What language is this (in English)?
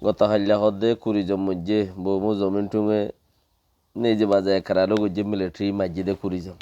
Rohingya